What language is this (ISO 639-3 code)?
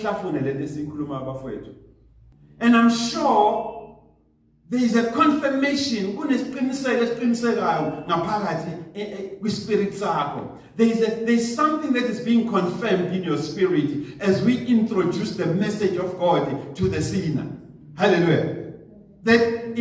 zul